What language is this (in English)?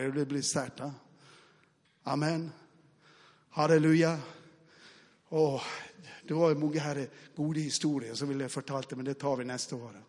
Norwegian